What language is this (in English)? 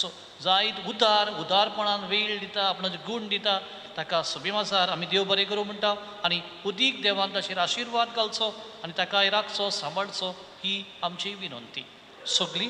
Konkani